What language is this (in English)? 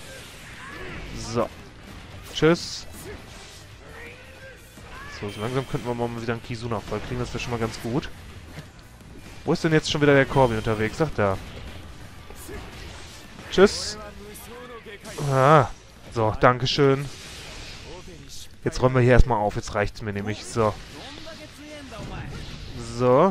German